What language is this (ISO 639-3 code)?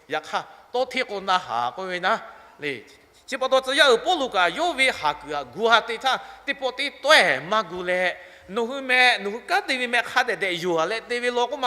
lhu